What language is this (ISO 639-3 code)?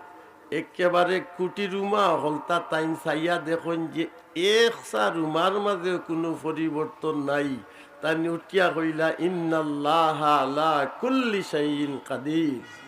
syl